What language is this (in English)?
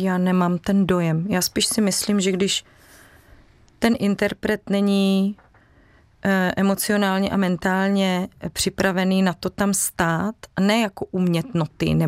Czech